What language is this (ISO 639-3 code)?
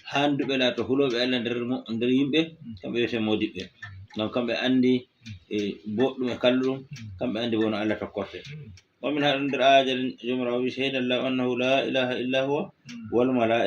ful